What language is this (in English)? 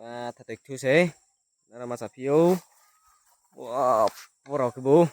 Riang (India)